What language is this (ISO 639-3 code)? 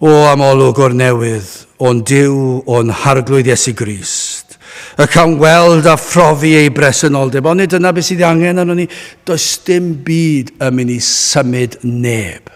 cym